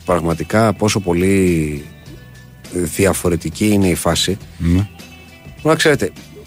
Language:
Greek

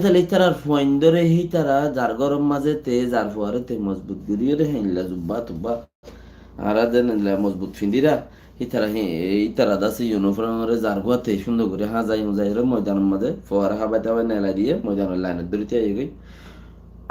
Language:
Rohingya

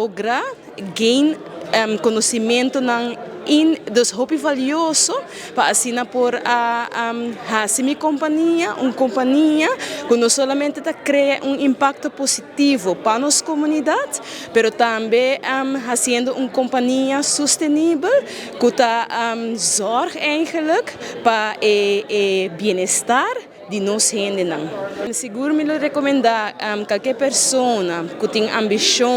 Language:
Papiamento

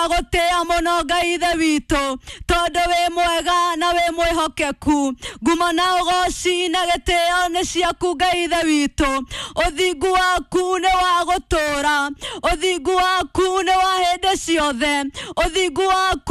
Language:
Kikuyu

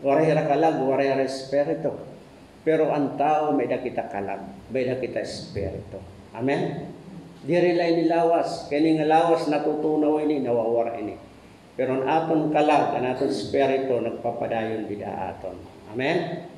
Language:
Waray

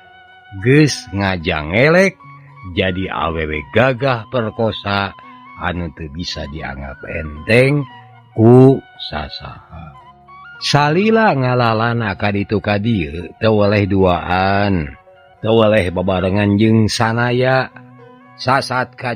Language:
Sundanese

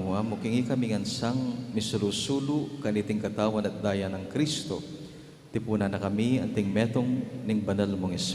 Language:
Pampanga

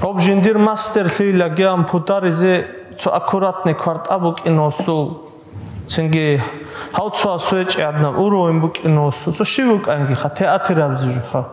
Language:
Avaric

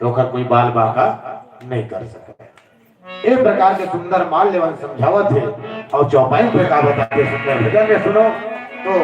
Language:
Chhattisgarhi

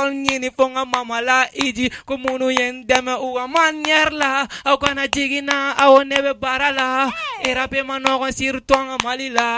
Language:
Bambara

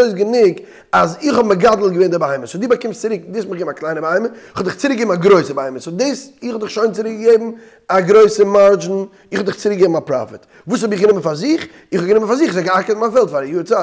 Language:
Yiddish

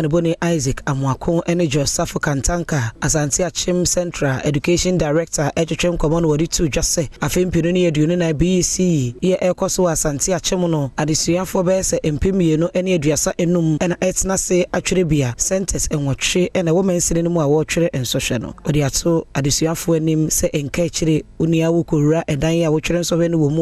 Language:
Akan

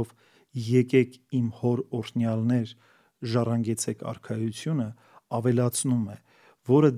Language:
Armenian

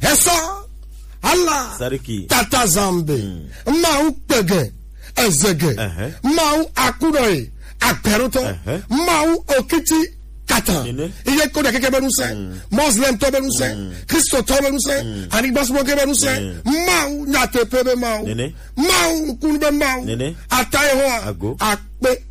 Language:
Gen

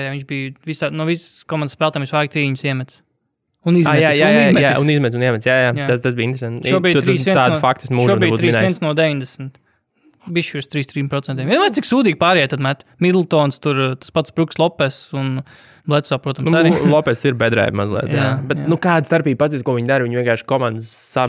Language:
Latvian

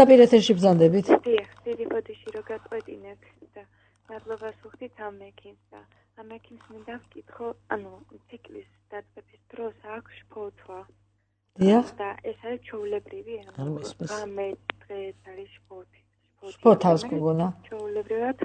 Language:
Georgian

